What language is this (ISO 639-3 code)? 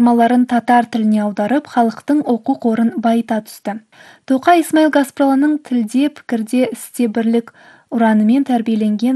kaz